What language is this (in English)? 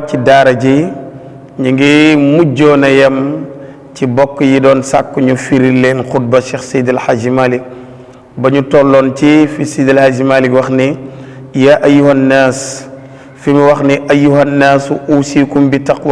Wolof